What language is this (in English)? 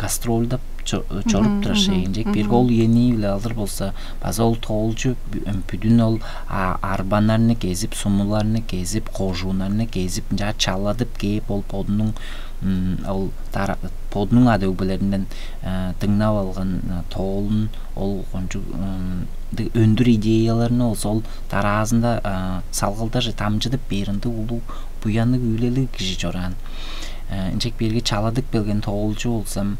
Tuvinian